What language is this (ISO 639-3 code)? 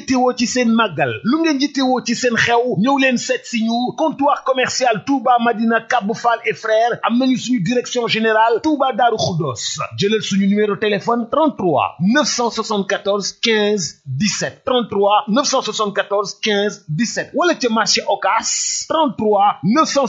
wol